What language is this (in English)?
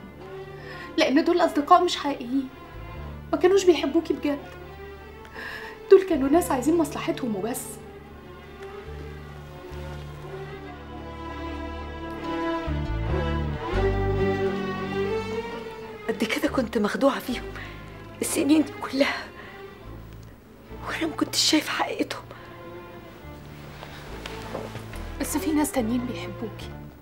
Egyptian Arabic